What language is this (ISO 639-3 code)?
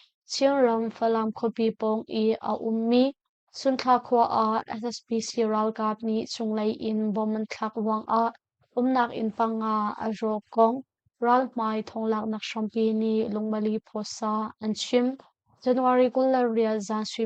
cnh